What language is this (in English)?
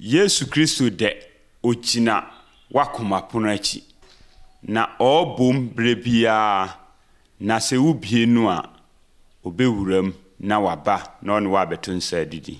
Akan